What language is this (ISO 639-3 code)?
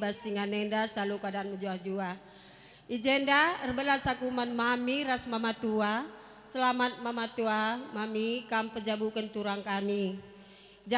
btx